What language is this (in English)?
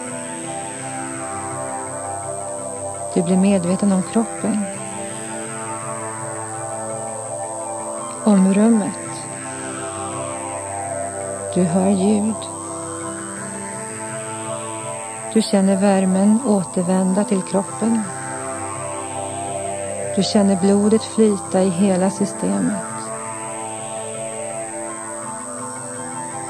Swedish